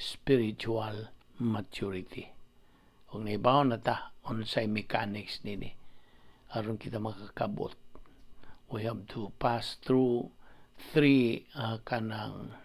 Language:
Cebuano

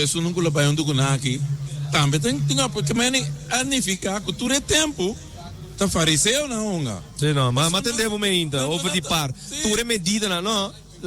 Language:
Papiamento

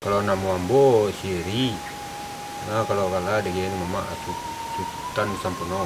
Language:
Minangkabau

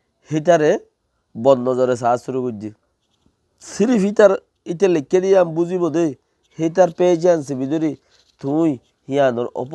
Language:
Rohingya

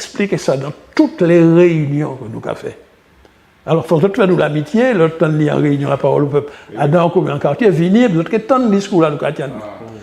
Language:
Guadeloupean Creole French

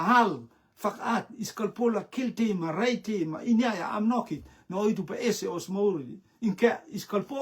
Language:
Rotuman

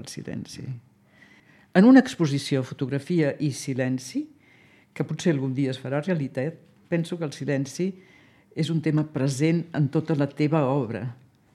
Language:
Catalan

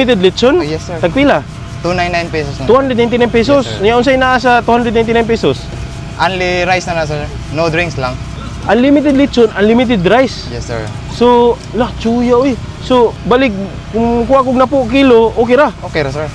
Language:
Cebuano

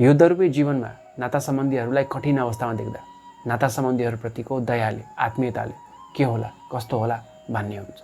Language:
Nepali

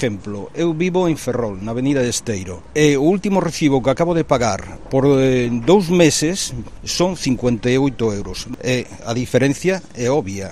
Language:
Galician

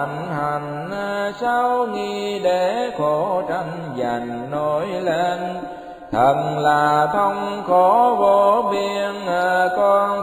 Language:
Vietnamese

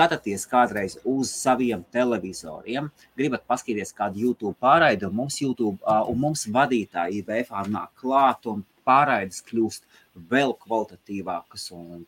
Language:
Latvian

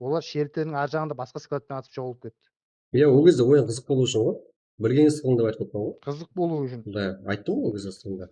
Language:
Kara-Kalpak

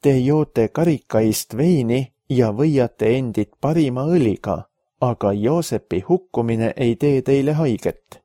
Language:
Estonian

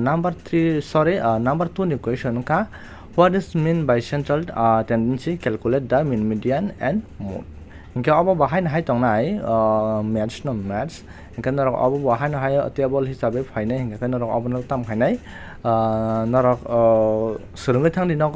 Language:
Kok Borok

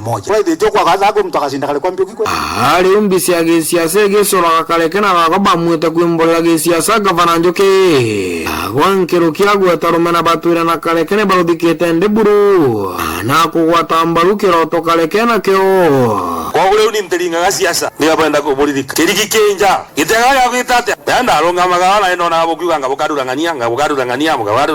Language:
Meru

